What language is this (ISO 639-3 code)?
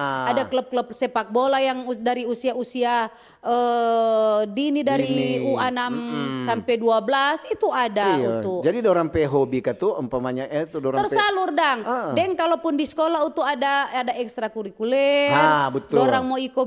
xmm